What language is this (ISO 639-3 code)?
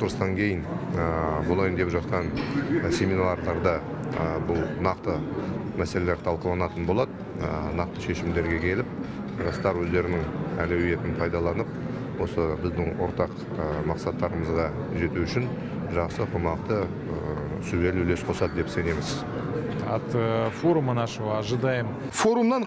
kaz